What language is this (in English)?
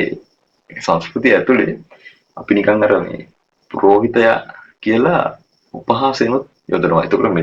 Sinhala